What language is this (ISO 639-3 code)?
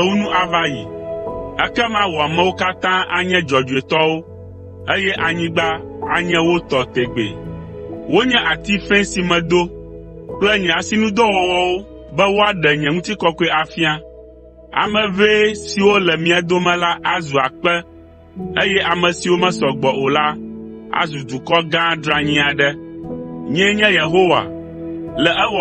ewe